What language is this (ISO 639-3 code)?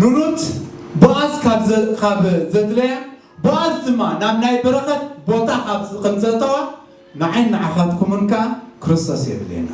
tir